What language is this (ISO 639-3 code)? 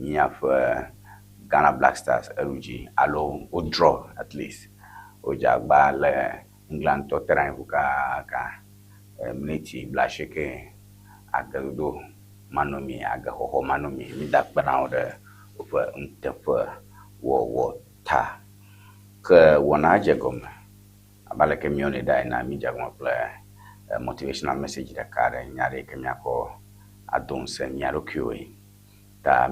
ewe